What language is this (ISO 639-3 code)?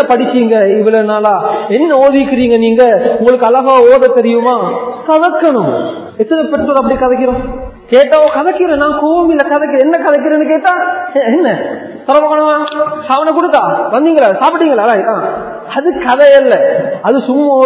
tam